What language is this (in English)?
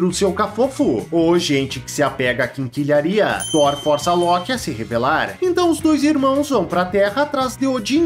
Portuguese